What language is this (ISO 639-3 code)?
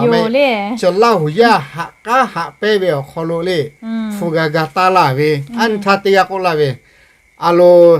lhu